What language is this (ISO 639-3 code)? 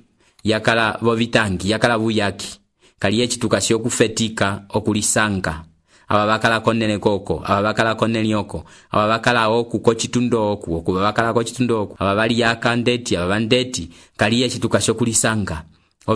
umb